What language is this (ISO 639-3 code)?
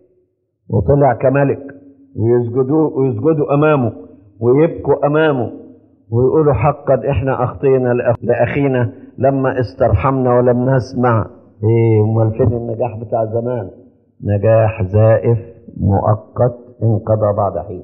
arz